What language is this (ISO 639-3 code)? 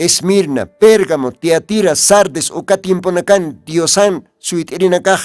aym